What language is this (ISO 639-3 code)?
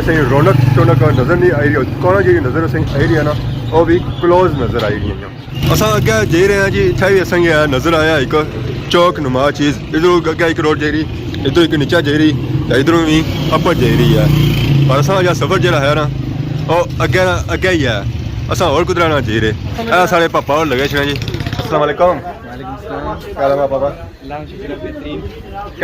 phr